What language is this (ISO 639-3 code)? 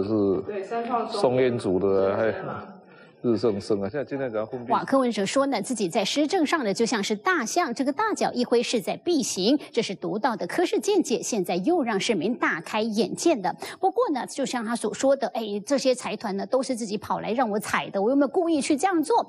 zho